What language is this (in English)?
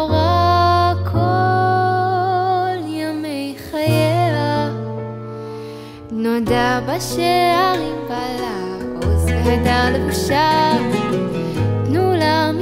Hebrew